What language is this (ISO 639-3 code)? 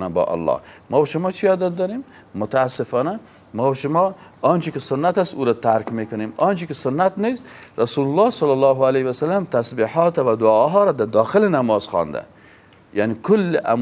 fas